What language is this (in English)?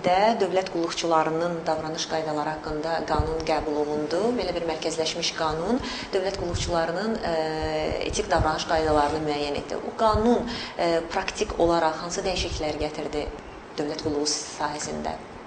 Azerbaijani